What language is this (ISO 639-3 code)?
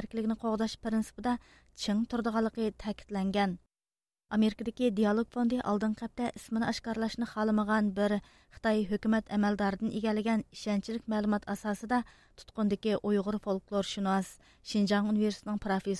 uig